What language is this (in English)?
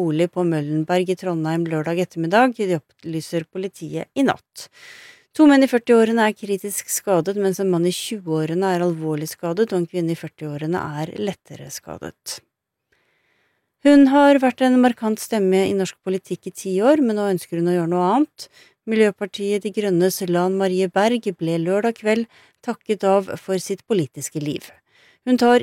Norwegian